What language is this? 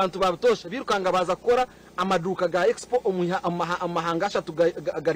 Nyankole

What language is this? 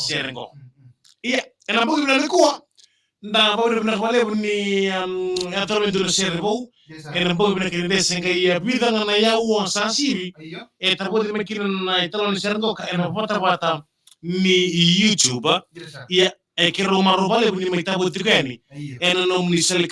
Fijian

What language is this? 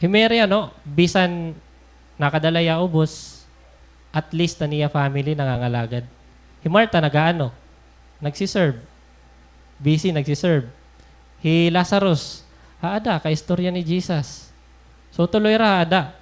Waray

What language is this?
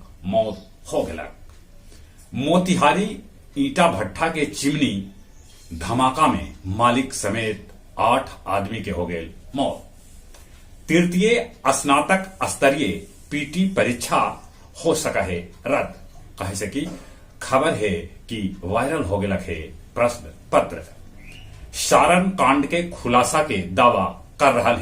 Magahi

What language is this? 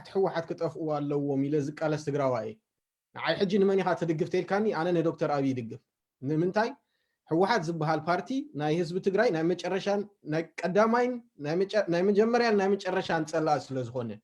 Tigrinya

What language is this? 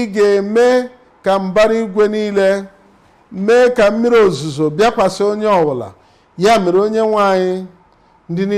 Igbo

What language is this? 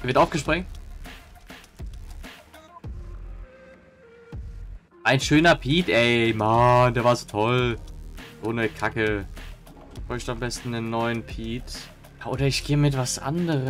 German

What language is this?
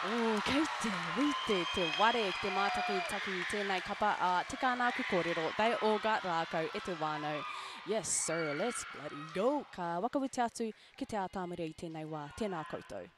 Māori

